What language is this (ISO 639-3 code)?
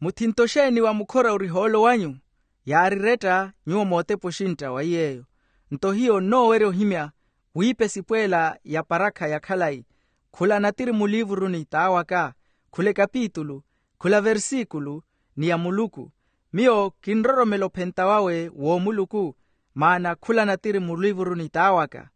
vmw